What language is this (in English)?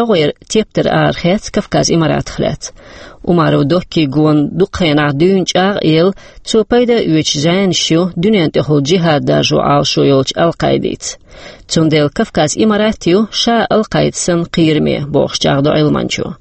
Chechen